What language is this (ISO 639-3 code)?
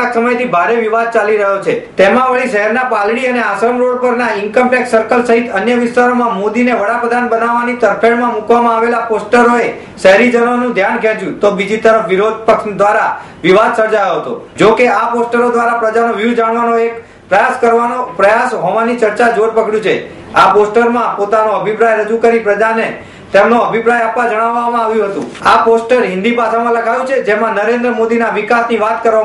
guj